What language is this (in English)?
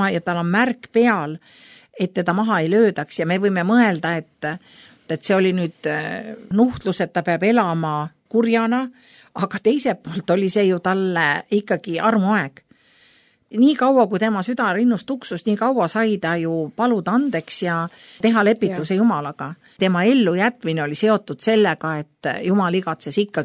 Estonian